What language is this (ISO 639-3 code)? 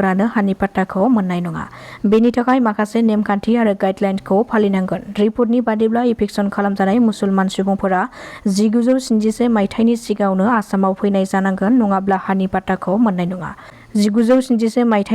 brx